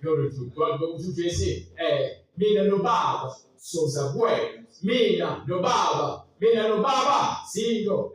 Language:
Zulu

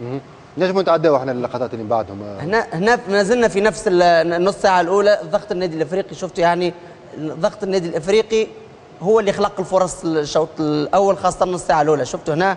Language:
Tunisian Arabic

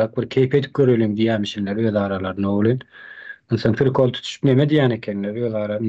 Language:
Turkmen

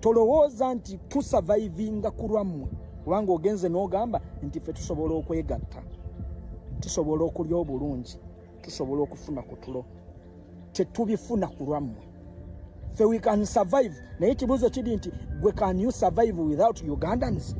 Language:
Ganda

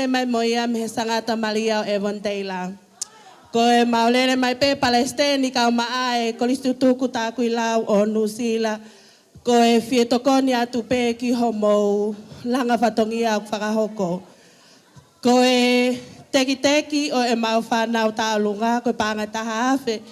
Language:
Tongan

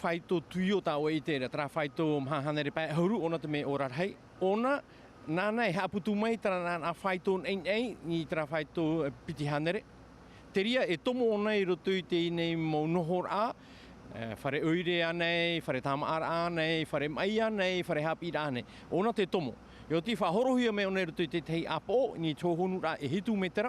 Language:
Tahitian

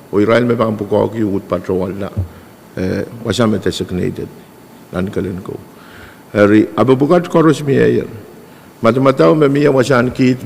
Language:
Pohnpeian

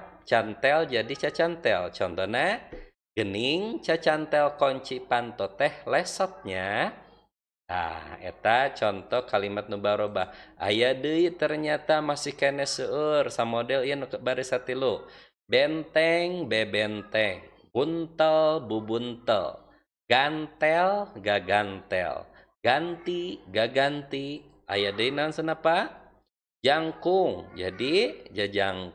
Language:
Sundanese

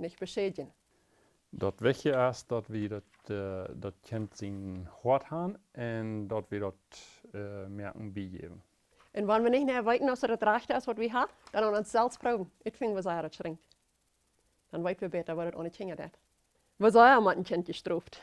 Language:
Plautdietsch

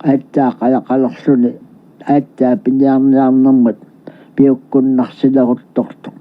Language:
Kalaallisut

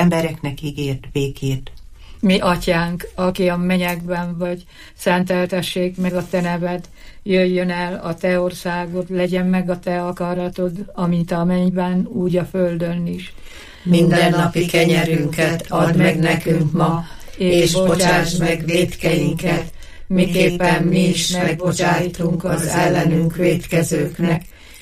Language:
Hungarian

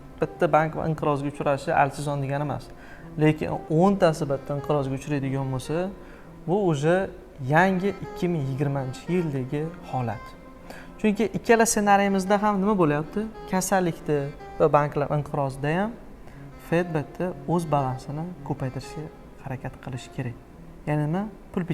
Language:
Uzbek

